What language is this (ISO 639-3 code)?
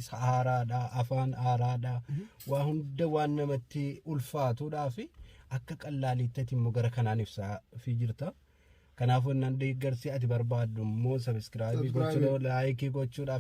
orm